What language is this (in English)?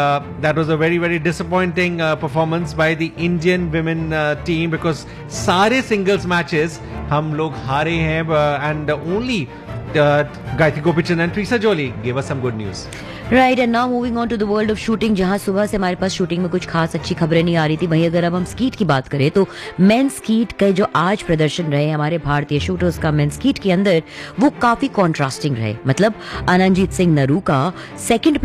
Hindi